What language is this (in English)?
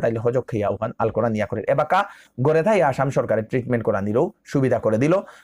Bishnupriya